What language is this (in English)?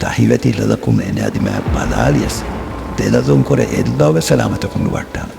Divehi